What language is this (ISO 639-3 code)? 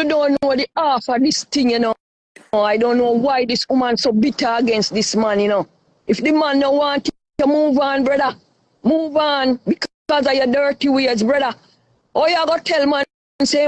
jam